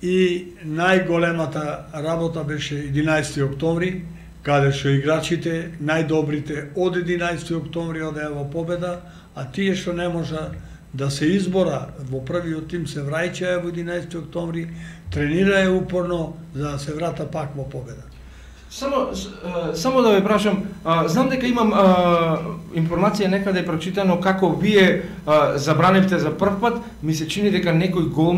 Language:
Macedonian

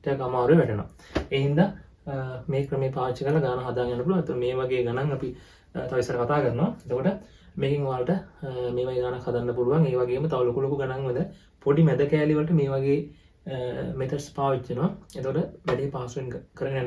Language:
Sinhala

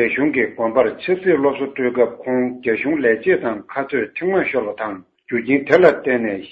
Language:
Tibetan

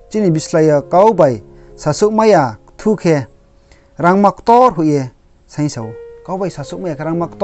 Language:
Riang (India)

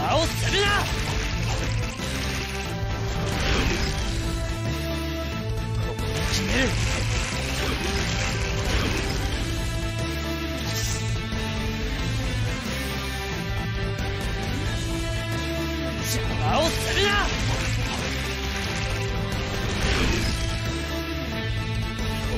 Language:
Japanese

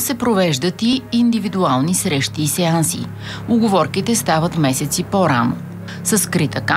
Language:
Bulgarian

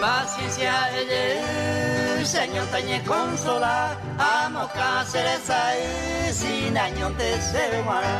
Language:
Guarani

